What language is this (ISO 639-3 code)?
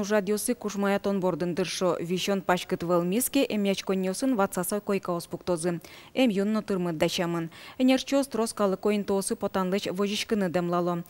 udm